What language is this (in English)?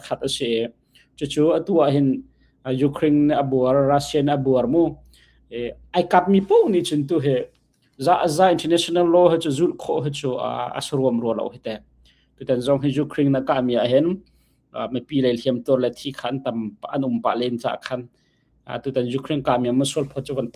Hakha Chin